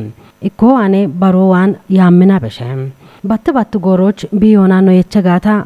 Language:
Kafa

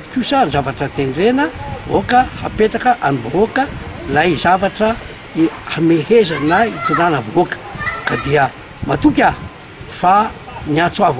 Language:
Malagasy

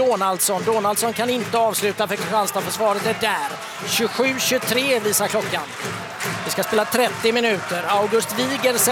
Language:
Swedish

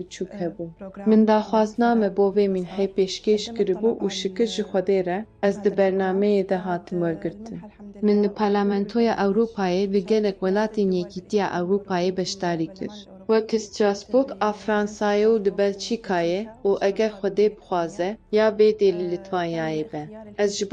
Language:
Kurdish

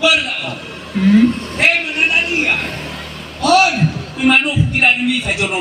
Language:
Nias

